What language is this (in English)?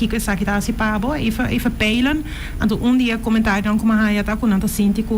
Papiamento